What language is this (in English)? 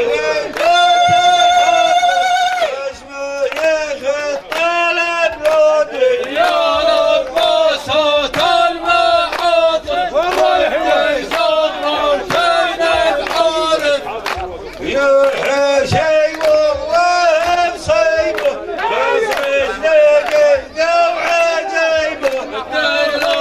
South Levantine Arabic